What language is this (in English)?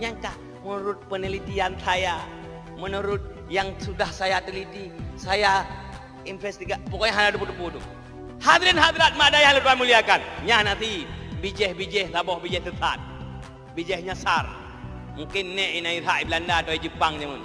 Achinese